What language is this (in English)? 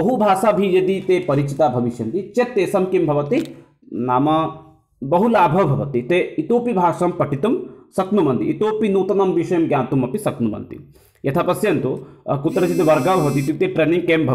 Sanskrit